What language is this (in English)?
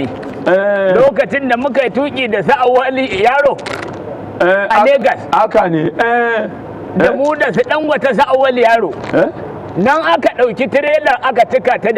Hausa